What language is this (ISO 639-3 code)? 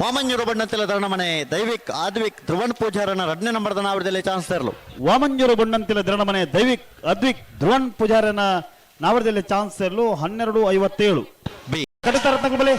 tcy